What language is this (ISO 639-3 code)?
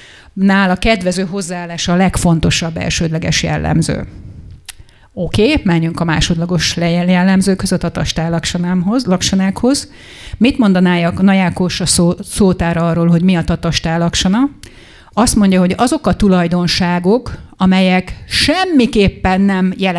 hun